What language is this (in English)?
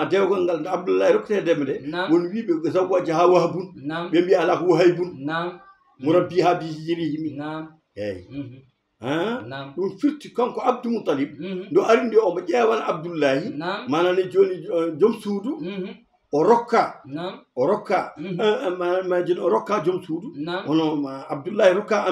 Fula